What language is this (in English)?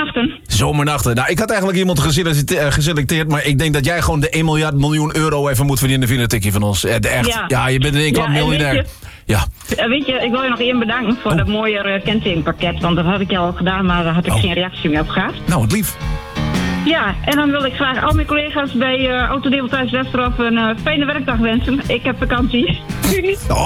Dutch